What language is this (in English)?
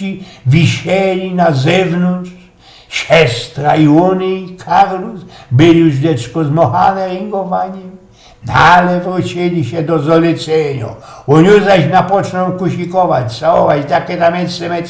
Silesian